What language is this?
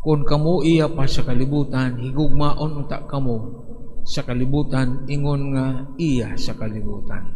Cebuano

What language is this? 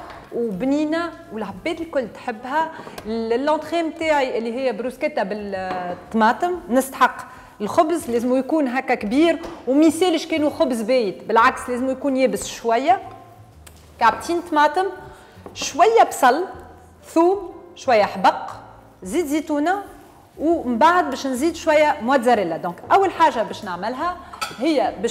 Tunisian Arabic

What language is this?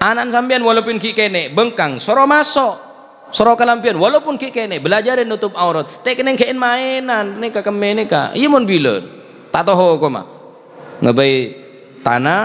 Madurese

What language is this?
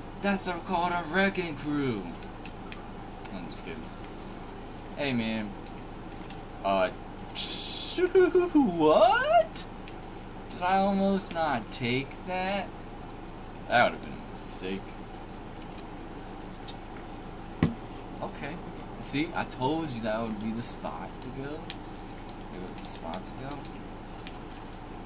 English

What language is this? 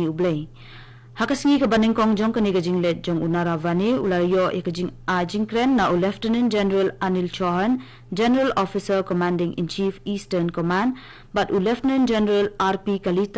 Khasi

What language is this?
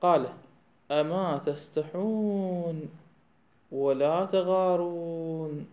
Mesopotamian Arabic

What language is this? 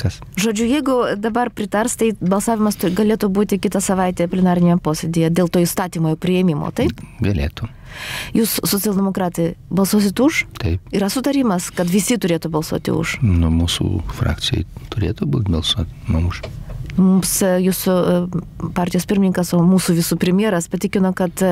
Lithuanian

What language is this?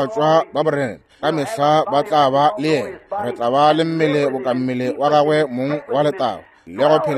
Northern Sotho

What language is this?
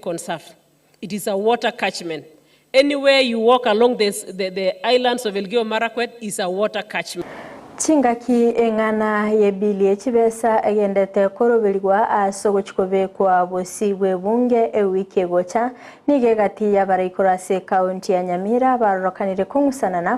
Gusii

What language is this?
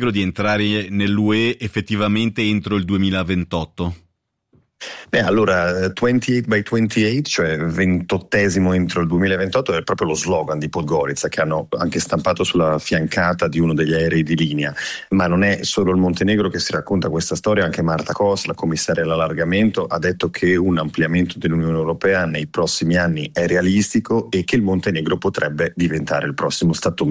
Italian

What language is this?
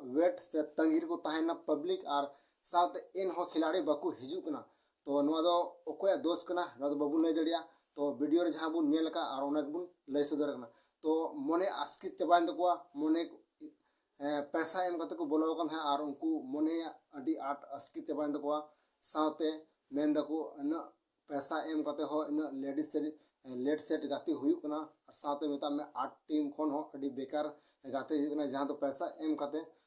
Santali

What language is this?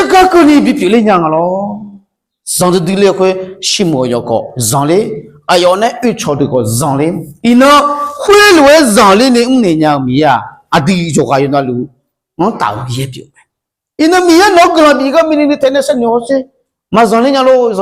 Akha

